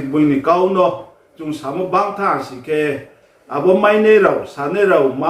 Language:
Riang (India)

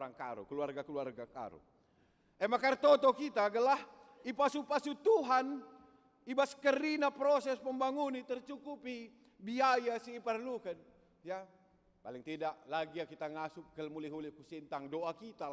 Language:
Batak Karo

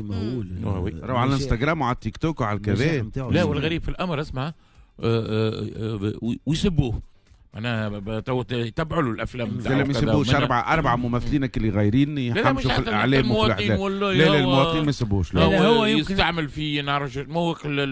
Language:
Tunisian Arabic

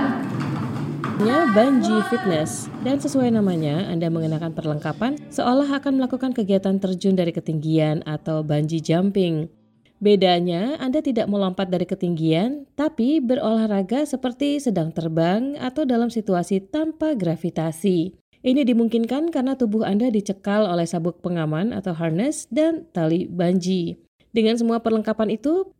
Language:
Indonesian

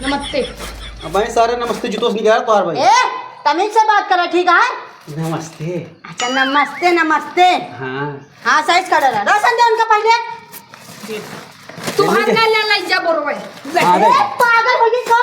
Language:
Awadhi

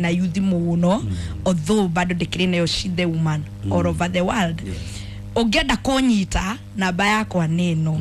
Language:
Kikuyu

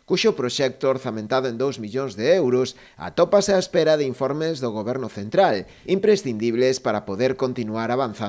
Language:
Galician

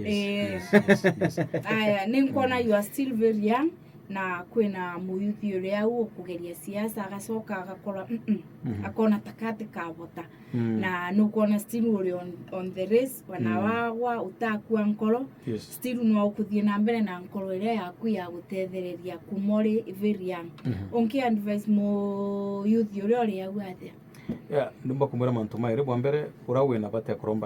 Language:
Meru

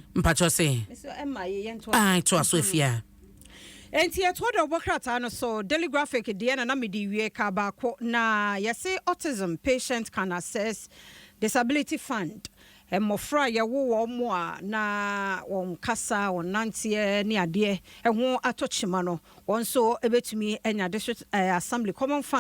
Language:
Akan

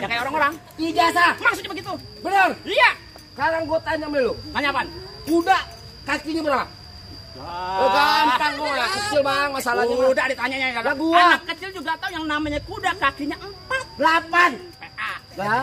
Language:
Betawi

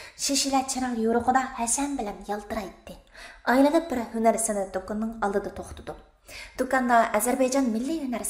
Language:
Uyghur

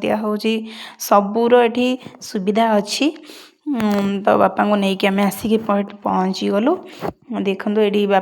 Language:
Odia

